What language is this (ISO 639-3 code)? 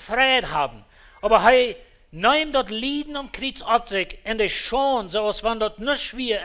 pdt